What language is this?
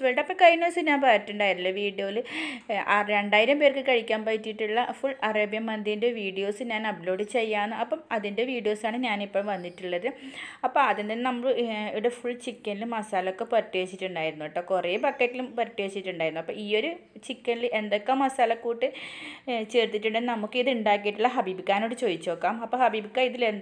Malayalam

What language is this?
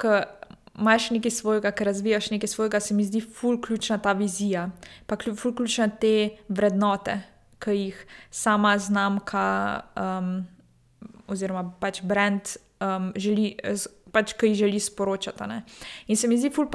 Slovenian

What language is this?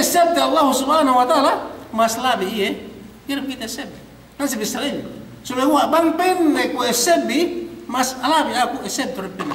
Yakan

